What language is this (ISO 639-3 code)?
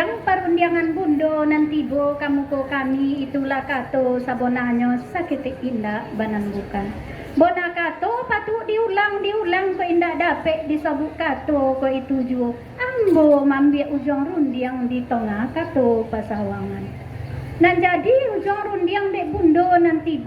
min